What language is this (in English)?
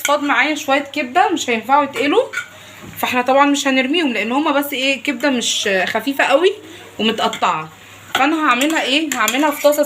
Egyptian Arabic